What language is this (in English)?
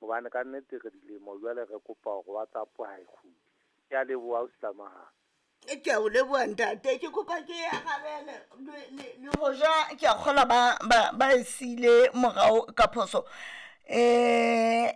Southern Sotho